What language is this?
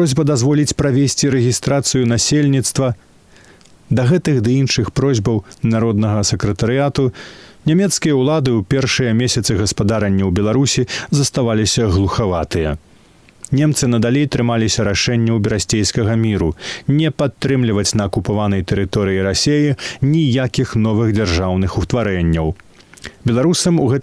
Belarusian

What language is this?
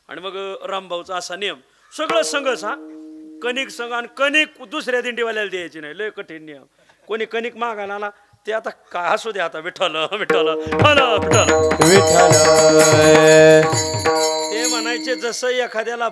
Marathi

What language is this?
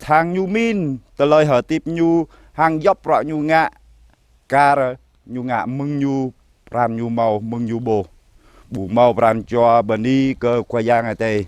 Jarai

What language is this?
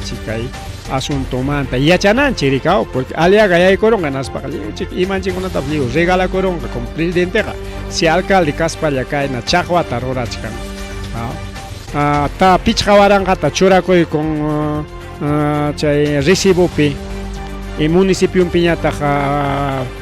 Ayacucho Quechua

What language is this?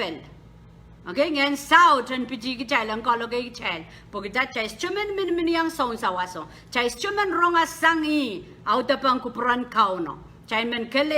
Pohnpeian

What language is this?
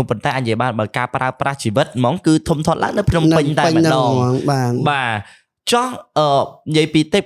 Khmer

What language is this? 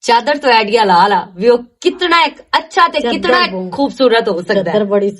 Western Panjabi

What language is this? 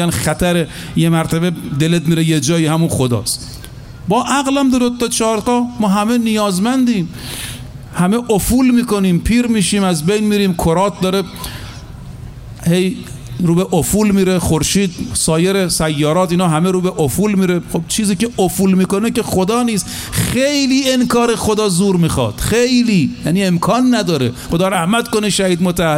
Persian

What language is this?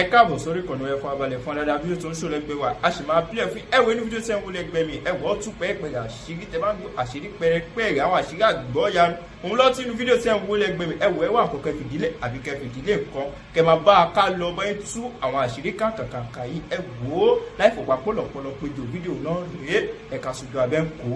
Yoruba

